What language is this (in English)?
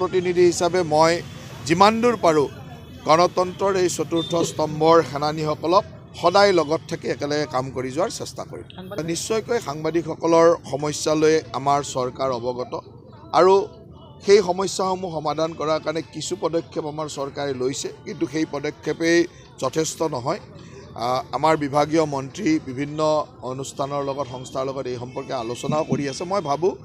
Assamese